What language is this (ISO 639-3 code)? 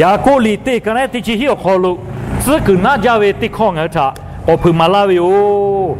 lhu